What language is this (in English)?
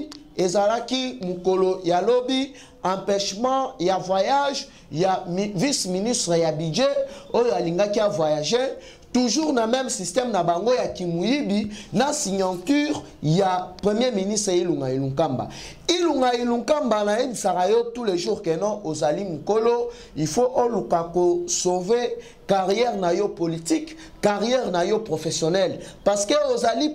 Lingala